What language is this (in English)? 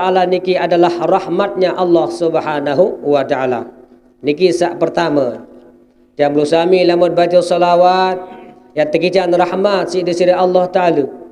Sasak